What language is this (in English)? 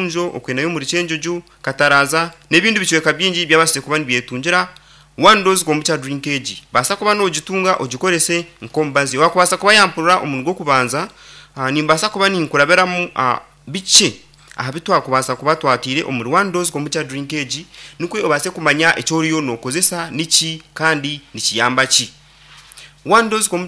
Nyankole